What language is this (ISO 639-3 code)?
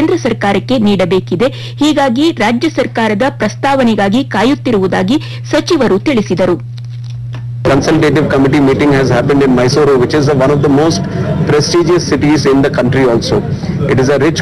kan